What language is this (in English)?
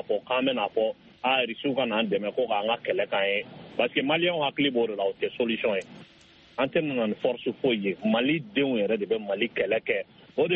Bambara